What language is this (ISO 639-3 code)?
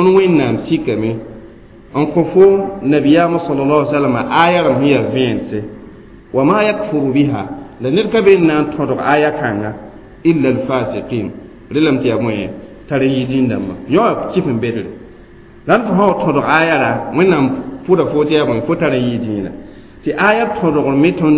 mos